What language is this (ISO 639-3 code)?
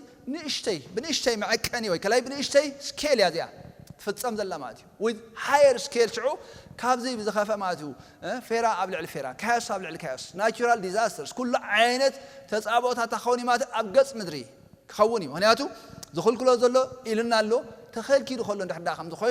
tir